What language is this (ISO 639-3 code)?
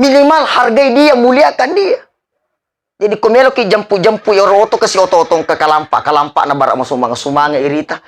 bug